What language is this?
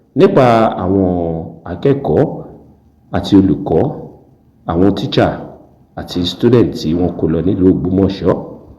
Yoruba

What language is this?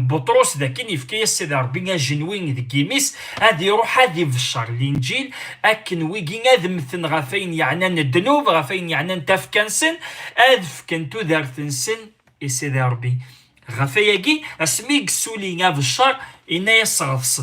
Kabyle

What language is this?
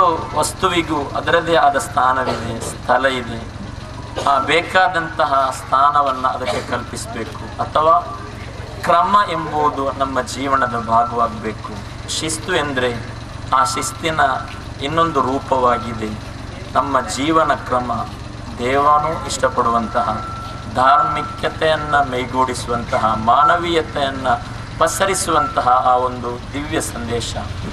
Kannada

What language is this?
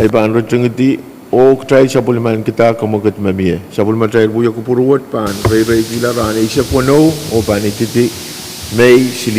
Pohnpeian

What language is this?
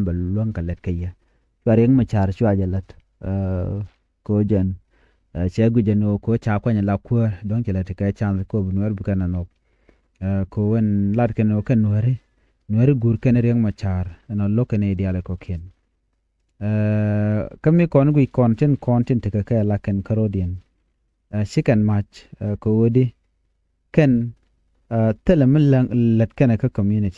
Nuer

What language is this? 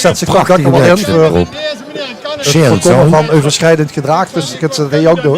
Limburgish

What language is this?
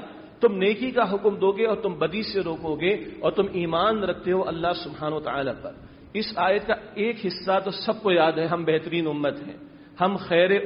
Urdu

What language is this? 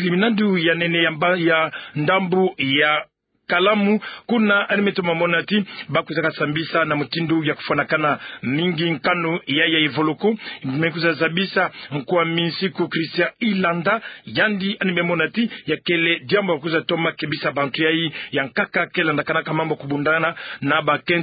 Kituba (Democratic Republic of Congo)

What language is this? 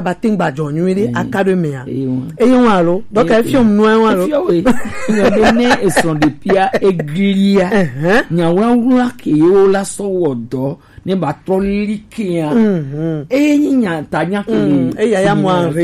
Gen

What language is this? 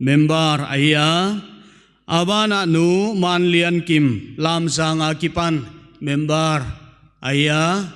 Paite Chin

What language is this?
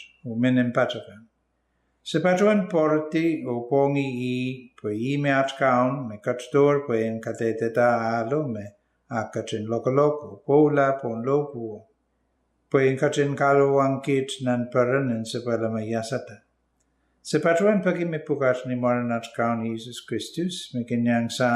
Pohnpeian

